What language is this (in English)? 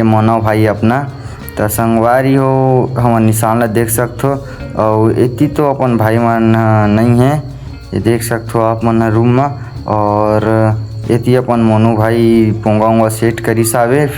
Chhattisgarhi